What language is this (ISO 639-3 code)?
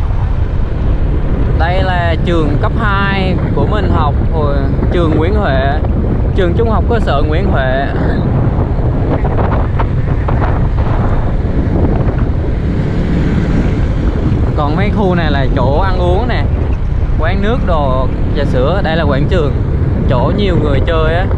vie